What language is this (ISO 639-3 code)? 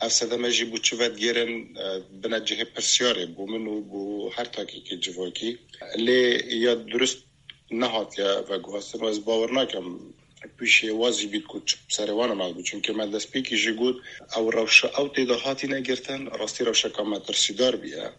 kur